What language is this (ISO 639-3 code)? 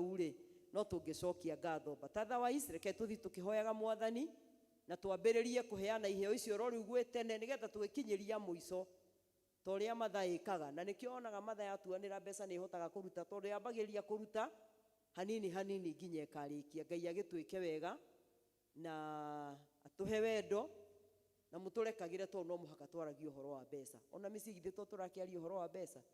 kik